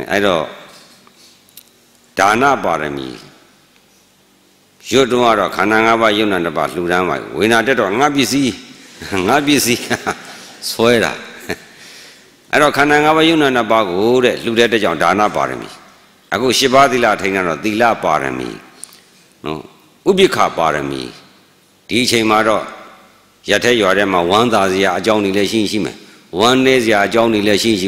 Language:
Burmese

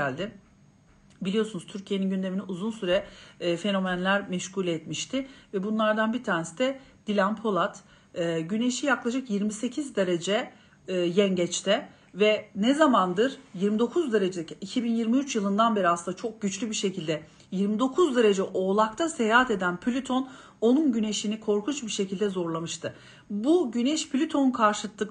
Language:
Turkish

